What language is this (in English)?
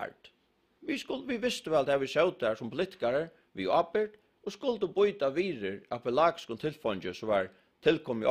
Faroese